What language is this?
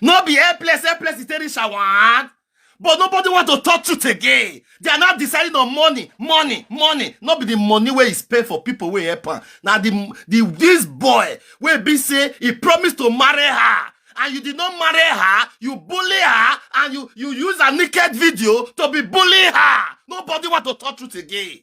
Nigerian Pidgin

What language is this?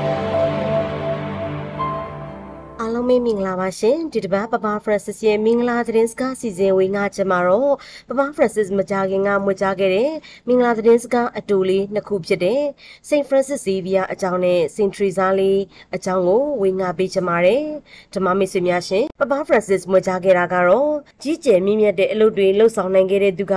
Burmese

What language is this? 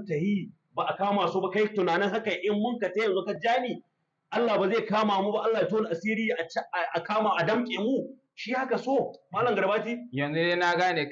Hausa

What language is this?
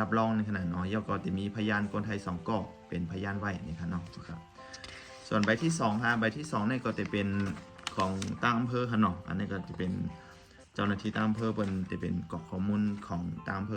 Shan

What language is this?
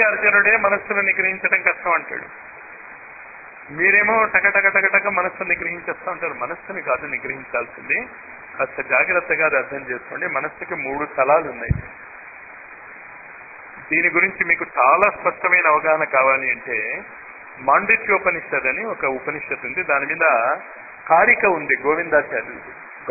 Telugu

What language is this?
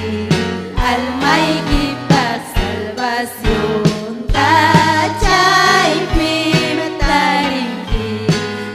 Ayacucho Quechua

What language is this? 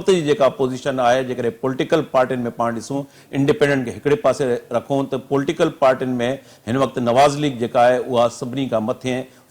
Sindhi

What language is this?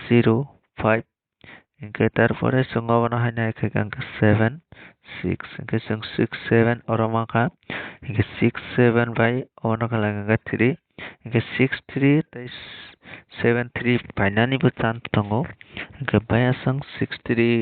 Kok Borok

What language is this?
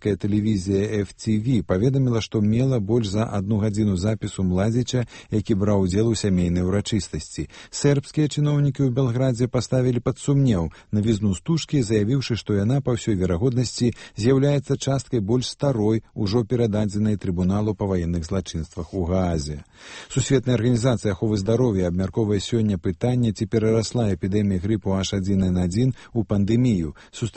Belarusian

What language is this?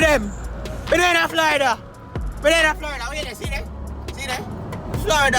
Jamaican Creole English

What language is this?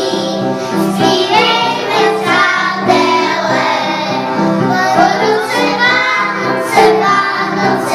Czech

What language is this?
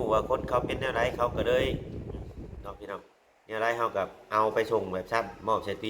Lao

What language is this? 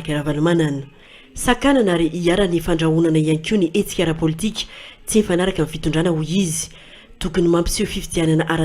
Malagasy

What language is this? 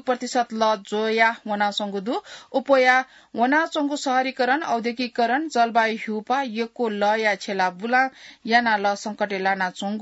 Newari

